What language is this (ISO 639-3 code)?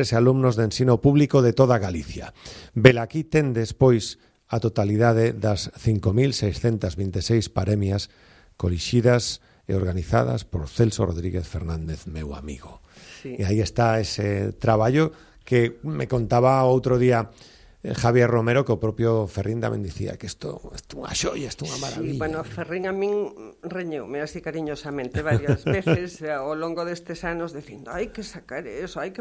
glg